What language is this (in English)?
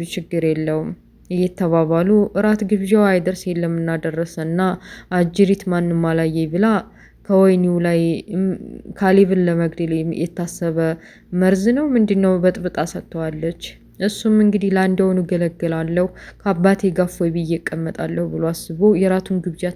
Amharic